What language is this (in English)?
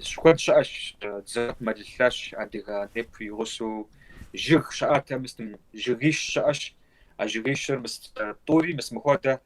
Kabardian